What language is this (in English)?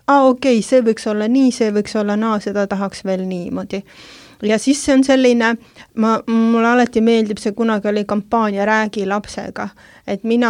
Estonian